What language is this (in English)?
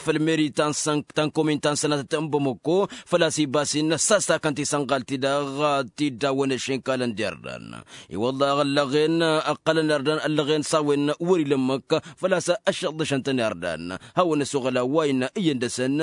Tamasheq